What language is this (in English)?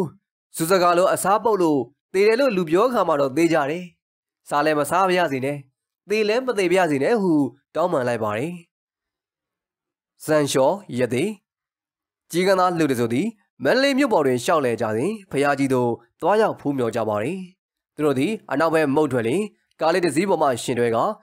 Burmese